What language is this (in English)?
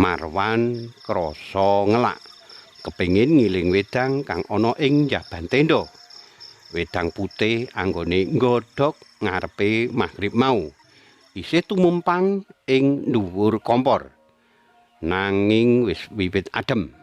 Javanese